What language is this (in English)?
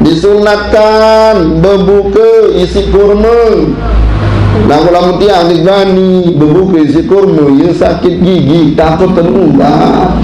Sasak